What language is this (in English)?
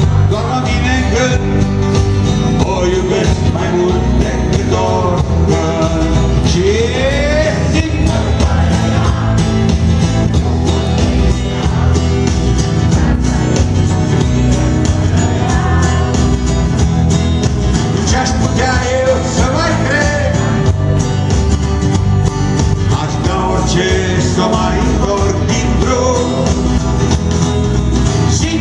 Romanian